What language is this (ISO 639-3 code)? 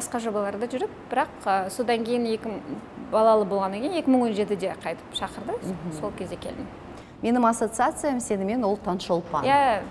kaz